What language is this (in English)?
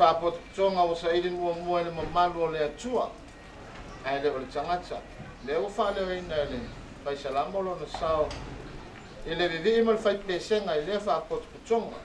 Samoan